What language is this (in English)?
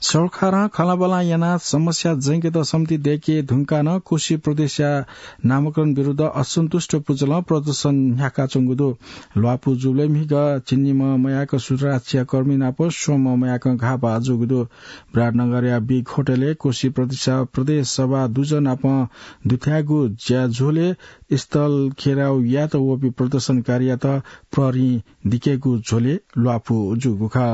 Newari